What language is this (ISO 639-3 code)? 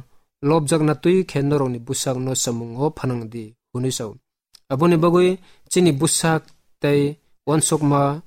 trp